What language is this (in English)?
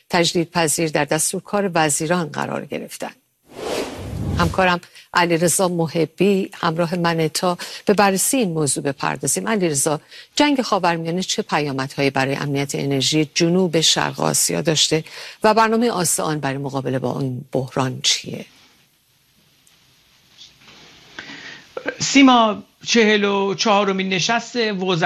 Persian